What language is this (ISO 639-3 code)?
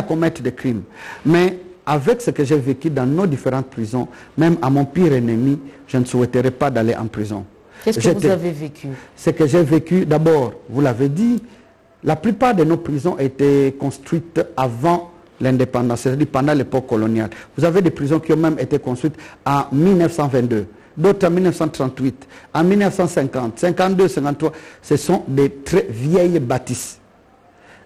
fra